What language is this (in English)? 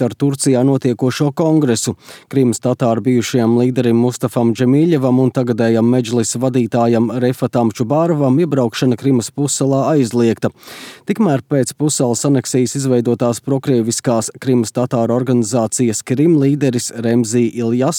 Latvian